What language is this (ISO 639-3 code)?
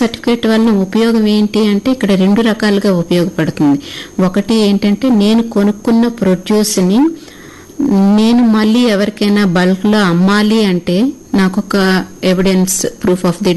tel